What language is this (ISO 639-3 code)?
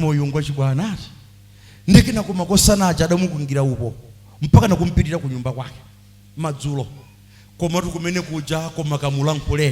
nya